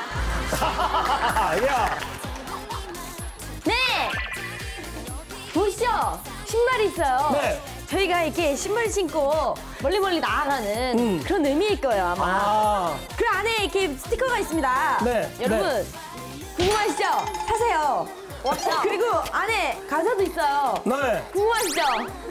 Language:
Korean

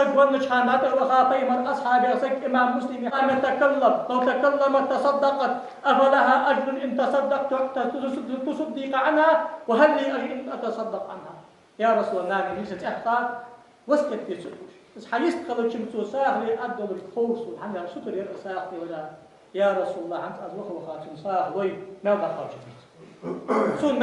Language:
Ingush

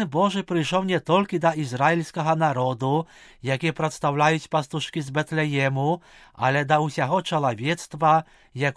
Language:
Belarusian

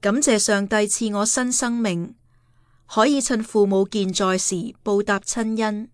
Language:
Cantonese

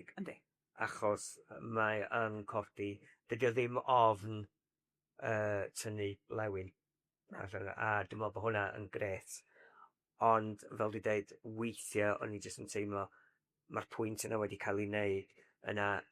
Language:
Welsh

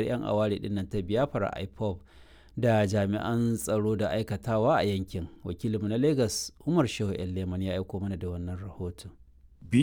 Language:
Hausa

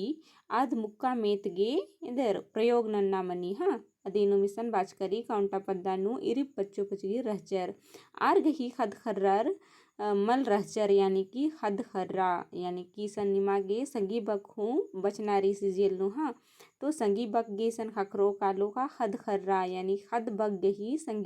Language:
Kurukh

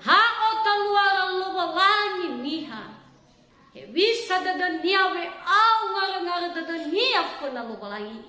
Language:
Nias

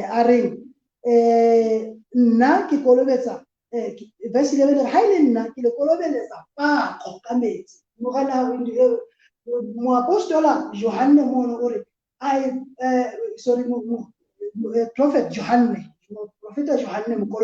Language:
Southern Sotho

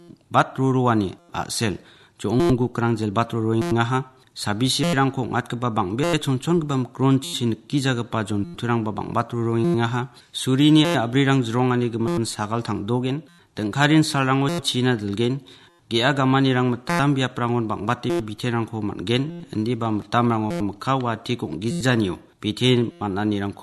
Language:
Garo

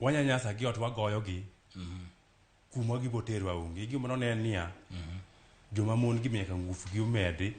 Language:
Luo (Kenya and Tanzania)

